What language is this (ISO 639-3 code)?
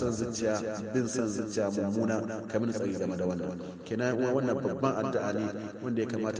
hau